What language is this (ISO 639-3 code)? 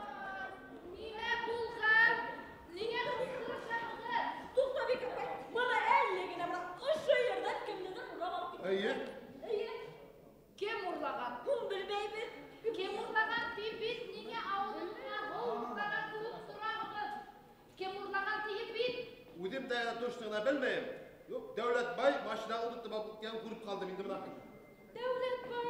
bak